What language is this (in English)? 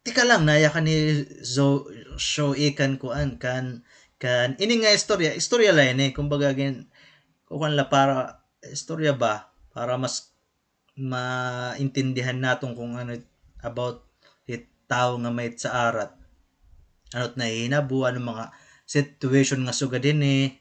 Waray